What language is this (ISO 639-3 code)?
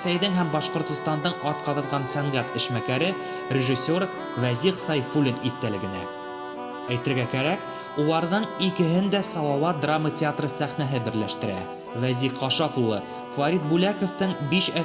bak